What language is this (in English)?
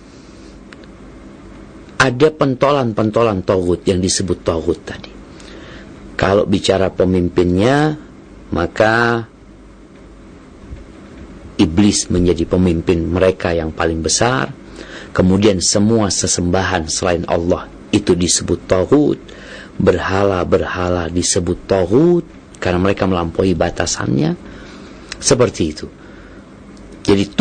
Indonesian